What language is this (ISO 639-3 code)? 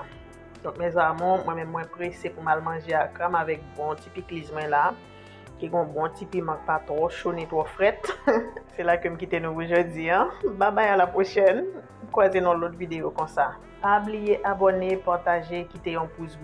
hat